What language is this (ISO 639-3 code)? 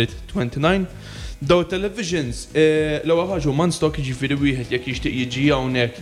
mlt